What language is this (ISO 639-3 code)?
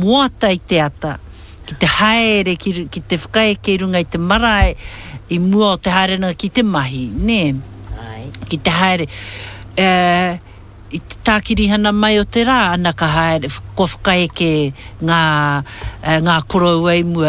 mri